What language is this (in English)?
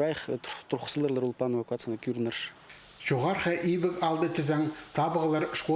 Khakas